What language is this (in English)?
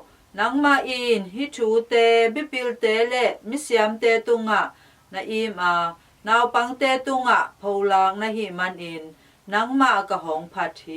Tedim Chin